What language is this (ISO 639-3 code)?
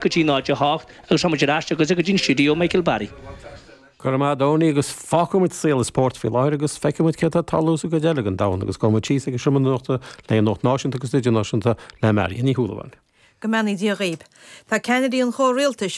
gle